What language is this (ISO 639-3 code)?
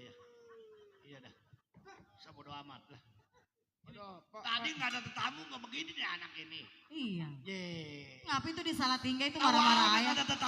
bew